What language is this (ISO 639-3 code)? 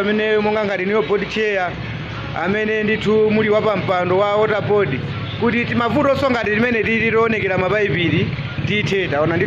nya